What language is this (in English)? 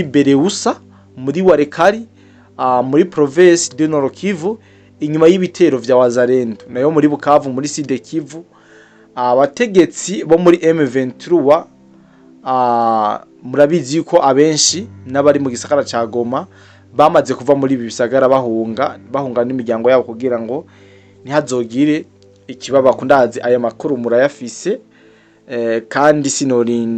Rundi